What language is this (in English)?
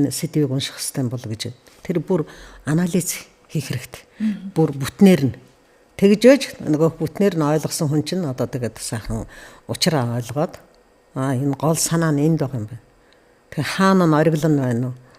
Mongolian